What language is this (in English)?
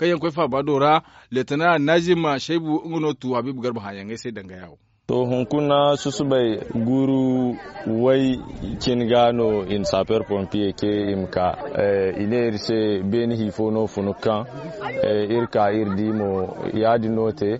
Zarma